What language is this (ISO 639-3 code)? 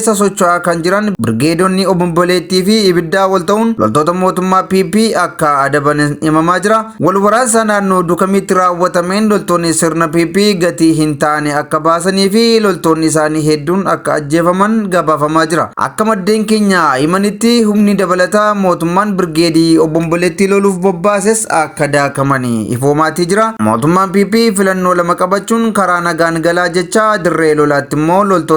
orm